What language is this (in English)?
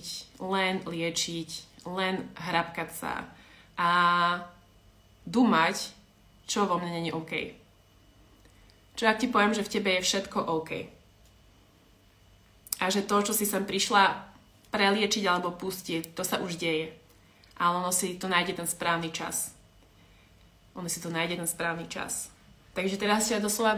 Slovak